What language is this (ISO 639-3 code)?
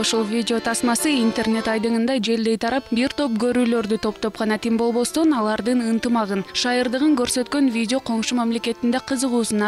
kir